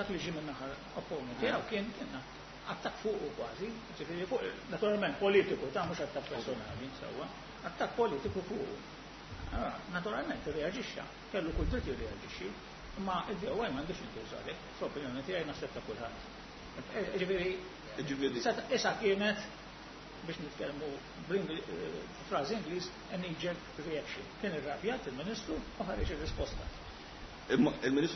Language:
Maltese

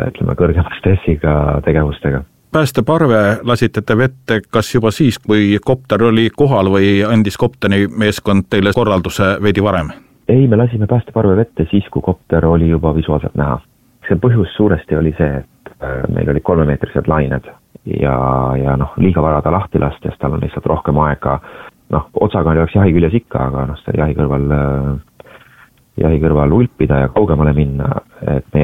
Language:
Estonian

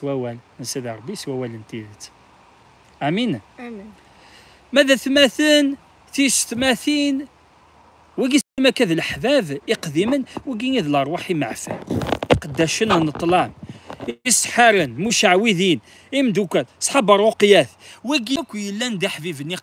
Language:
Kabyle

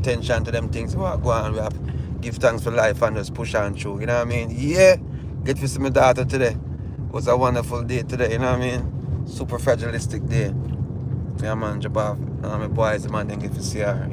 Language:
Jamaican Creole English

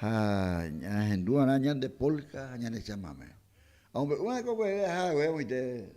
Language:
Guarani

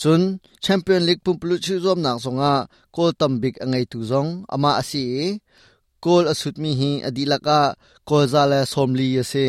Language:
Hakha Chin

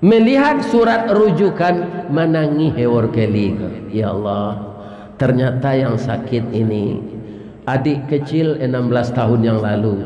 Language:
Minangkabau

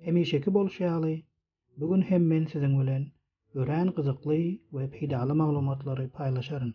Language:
Turkmen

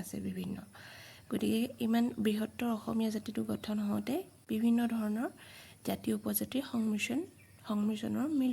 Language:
Assamese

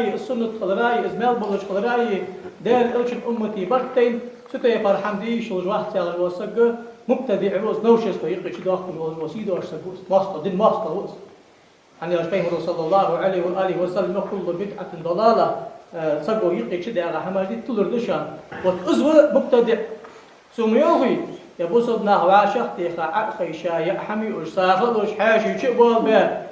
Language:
Ingush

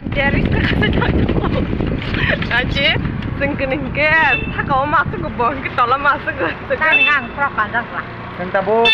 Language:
Kok Borok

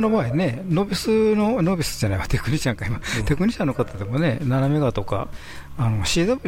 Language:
Japanese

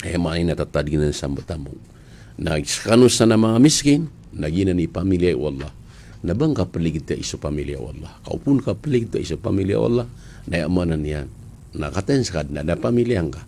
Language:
Maranao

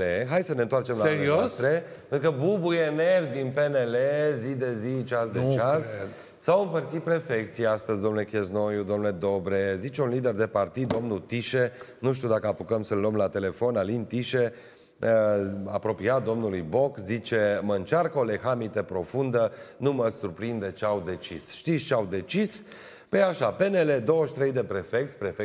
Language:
Romanian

